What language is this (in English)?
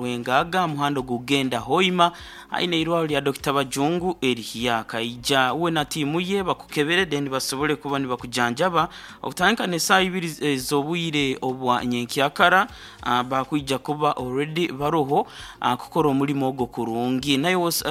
Nyoro